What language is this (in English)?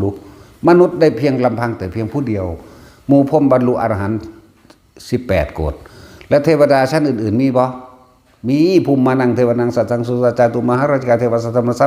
Northeastern Thai